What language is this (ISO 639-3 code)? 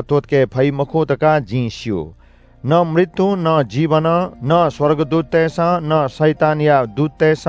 new